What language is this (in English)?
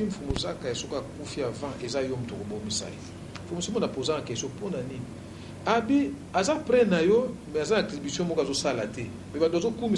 Lingala